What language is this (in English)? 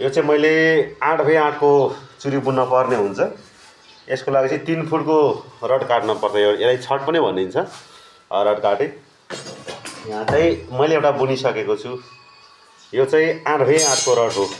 Nepali